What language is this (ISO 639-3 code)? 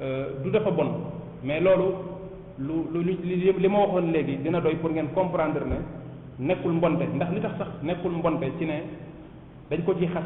wol